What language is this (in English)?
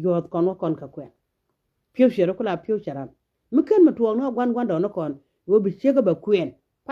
Nuer